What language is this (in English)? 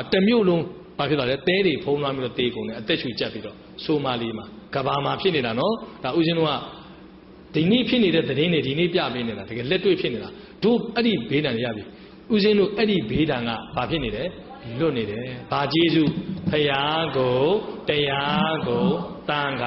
Burmese